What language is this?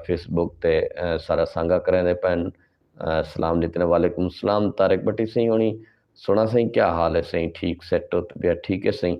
Saraiki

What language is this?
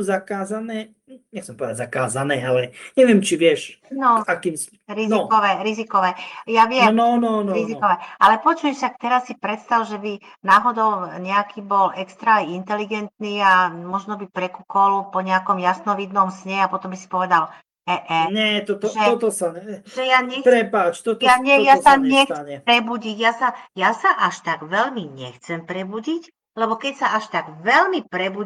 Slovak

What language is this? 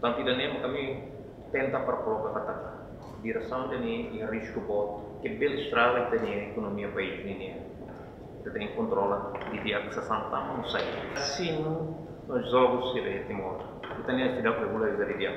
Tetum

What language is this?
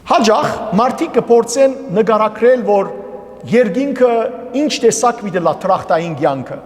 Western Armenian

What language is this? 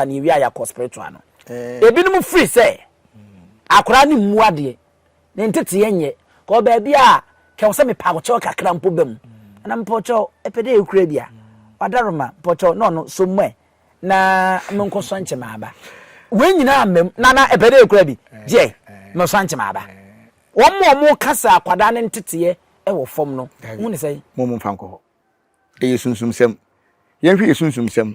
Akan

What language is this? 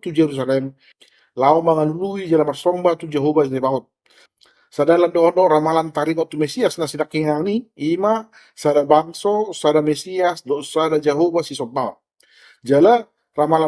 Batak Toba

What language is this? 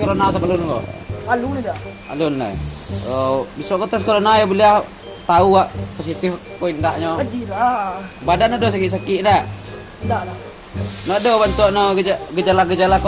Minangkabau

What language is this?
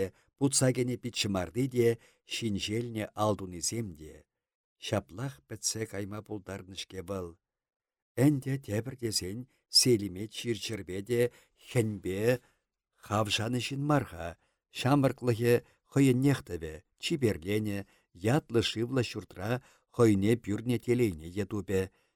Chuvash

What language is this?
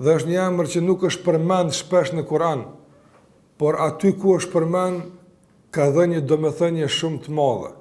Albanian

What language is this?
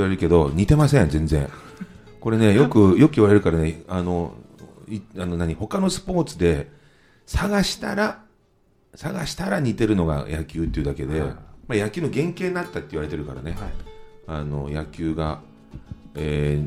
Japanese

